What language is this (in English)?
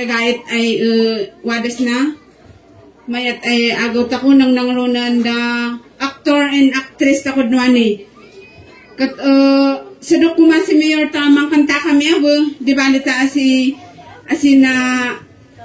Kankanaey